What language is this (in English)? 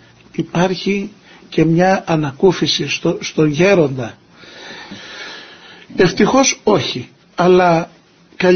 Greek